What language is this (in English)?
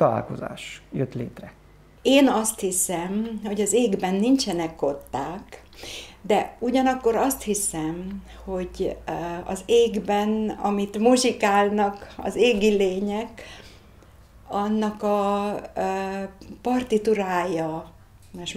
Hungarian